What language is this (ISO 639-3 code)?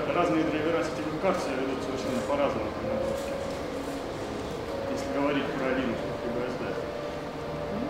rus